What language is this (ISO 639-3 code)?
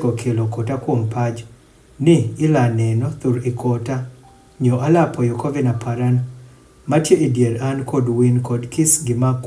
adh